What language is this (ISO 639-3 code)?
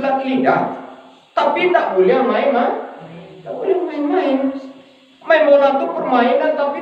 min